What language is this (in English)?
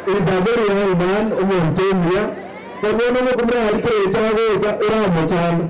Gusii